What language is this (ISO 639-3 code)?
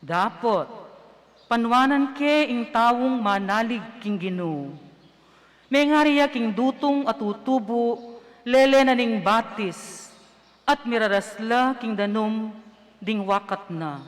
pam